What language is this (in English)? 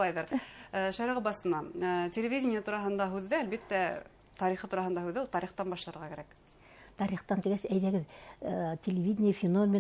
Bashkir